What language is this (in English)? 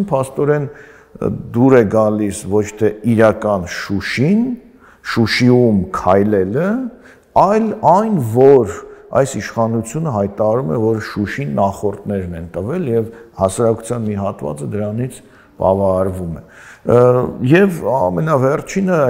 Armenian